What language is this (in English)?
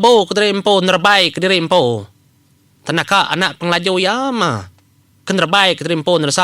Iban